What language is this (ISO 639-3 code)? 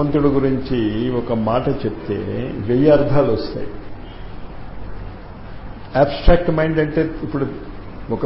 tel